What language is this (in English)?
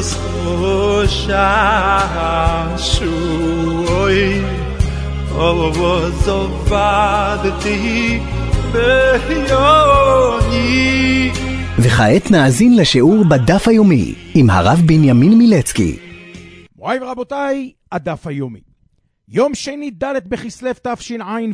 Hebrew